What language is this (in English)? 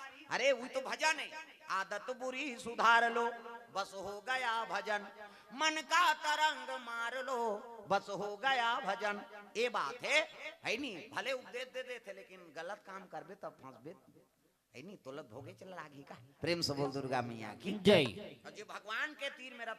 Chhattisgarhi